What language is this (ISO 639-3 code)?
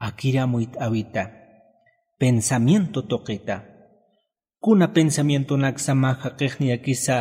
aym